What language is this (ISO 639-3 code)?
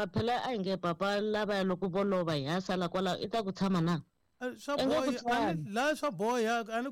tso